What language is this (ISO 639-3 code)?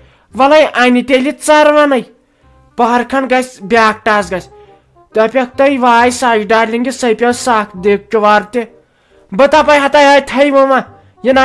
kas